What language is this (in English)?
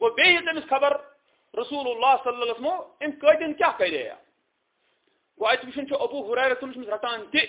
Kashmiri